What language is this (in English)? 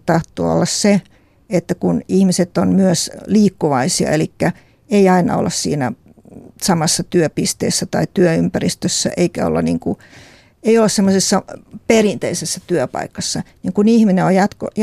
Finnish